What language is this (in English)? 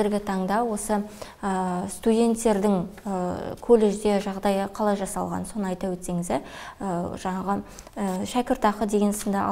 Kazakh